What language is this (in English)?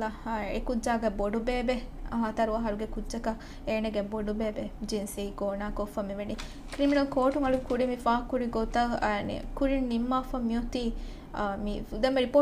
Divehi